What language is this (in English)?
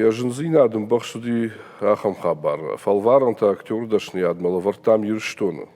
Ossetic